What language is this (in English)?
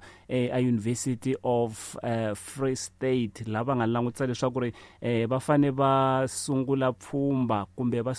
Tsonga